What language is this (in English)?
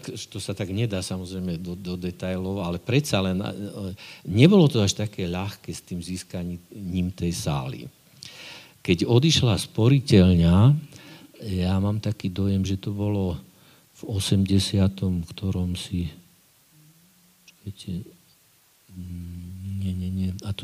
Slovak